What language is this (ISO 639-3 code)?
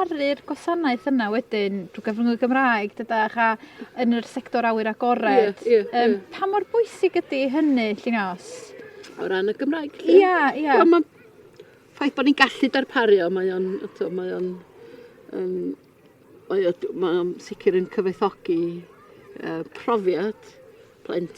cym